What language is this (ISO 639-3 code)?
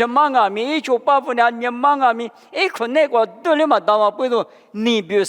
lis